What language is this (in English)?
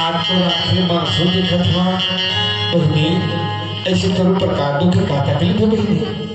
Chhattisgarhi